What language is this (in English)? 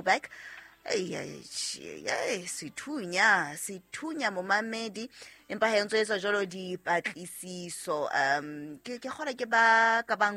Southern Sotho